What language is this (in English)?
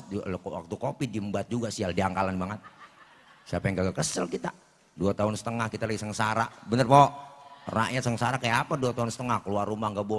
Betawi